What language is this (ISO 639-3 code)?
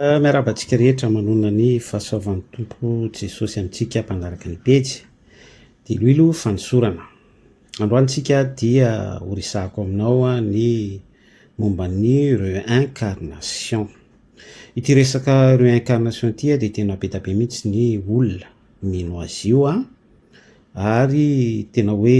mlg